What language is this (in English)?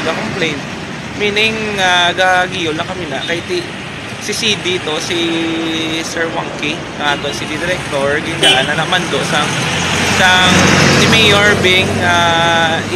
Hiligaynon